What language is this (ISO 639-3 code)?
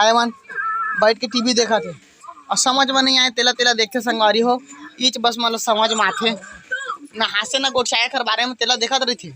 hne